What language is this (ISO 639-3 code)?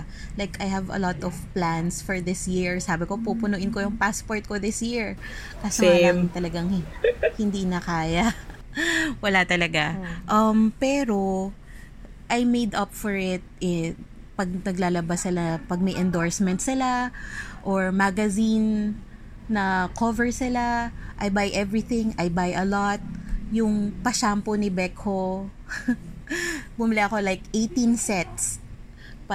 fil